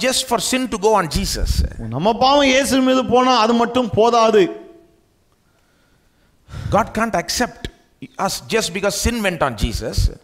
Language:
Tamil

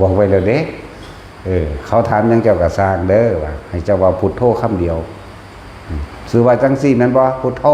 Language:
Northeastern Thai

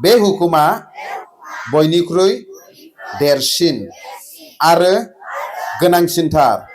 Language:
Bodo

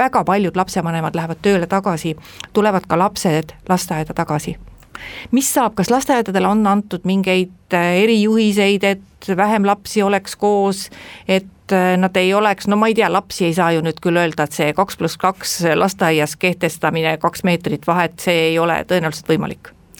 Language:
Estonian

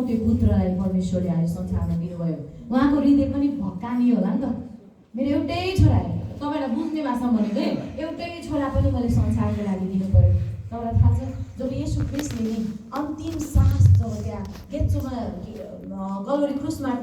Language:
Nepali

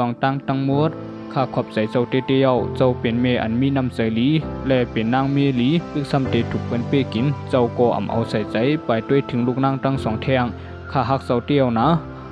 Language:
Shan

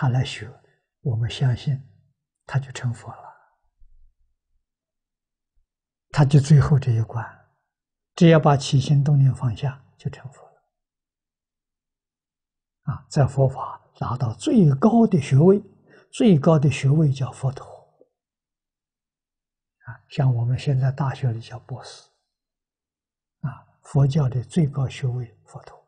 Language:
Chinese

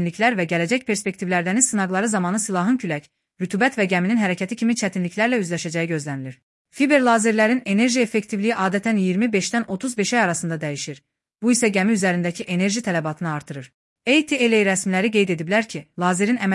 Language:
Azerbaijani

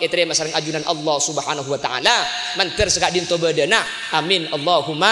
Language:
Madurese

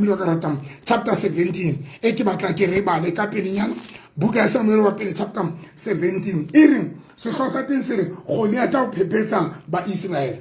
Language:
Tswana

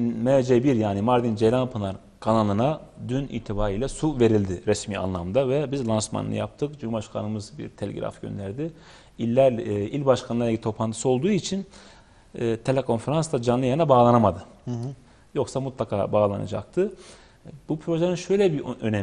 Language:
Turkish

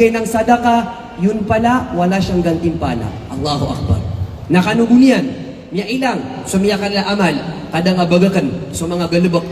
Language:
Maranao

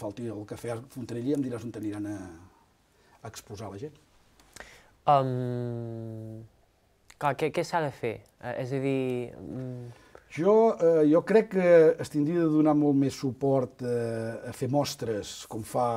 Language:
Catalan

